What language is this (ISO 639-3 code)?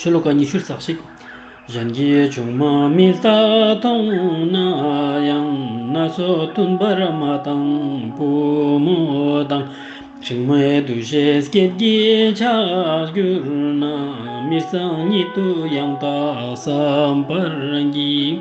lbj